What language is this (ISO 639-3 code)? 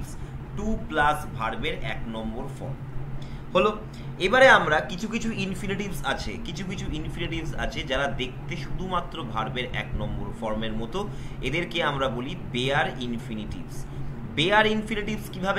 ben